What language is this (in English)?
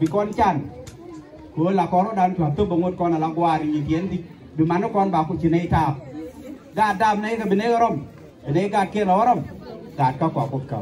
Nuer